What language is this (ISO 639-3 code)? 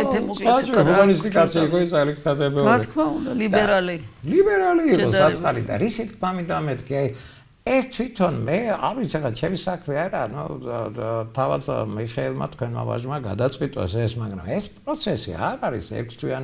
kat